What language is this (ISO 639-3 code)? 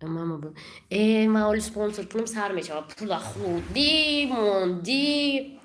tgk